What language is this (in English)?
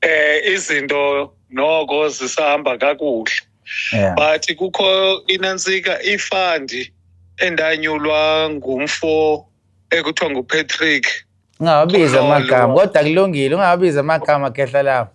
Zulu